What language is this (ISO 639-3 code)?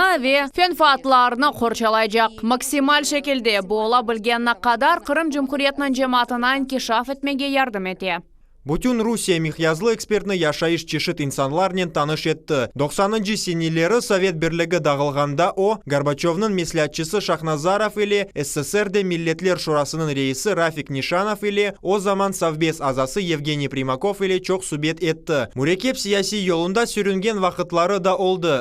crh